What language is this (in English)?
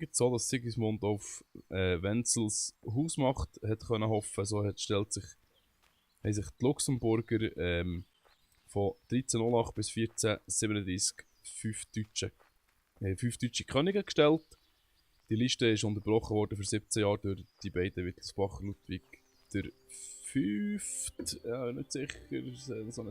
Swiss German